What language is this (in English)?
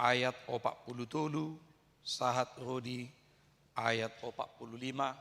Batak Toba